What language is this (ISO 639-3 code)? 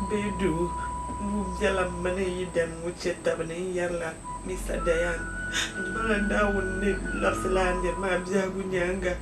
dag